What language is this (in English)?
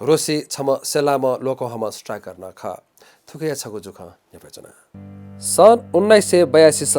Newari